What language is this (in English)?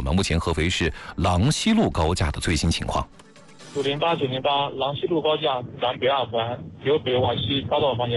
Chinese